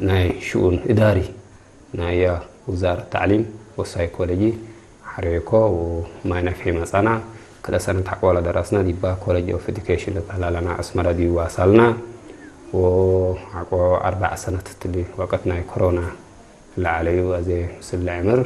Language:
Tigre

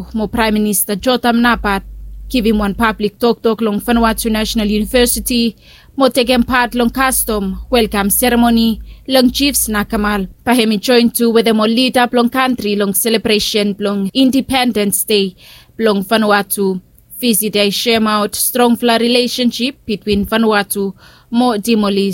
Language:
Bislama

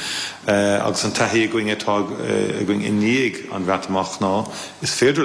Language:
Irish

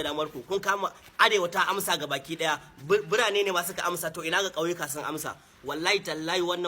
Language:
Hausa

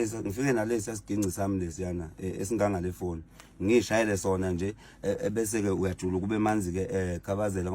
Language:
Zulu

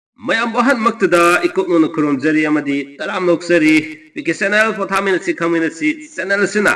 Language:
Manipuri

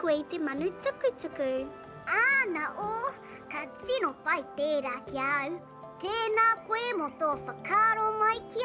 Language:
Māori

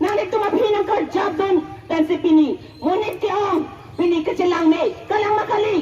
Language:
Karbi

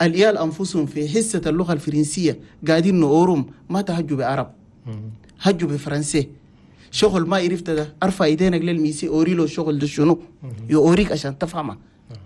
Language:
Chadian Arabic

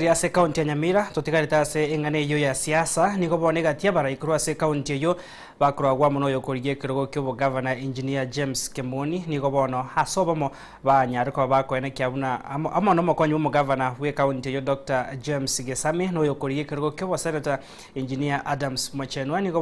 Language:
Gusii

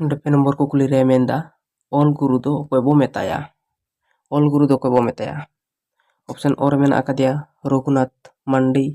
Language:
Santali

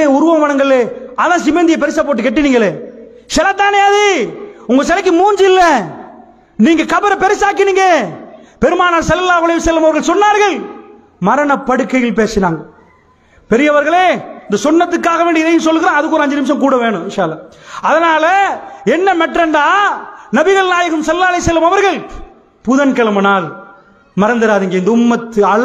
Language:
Tamil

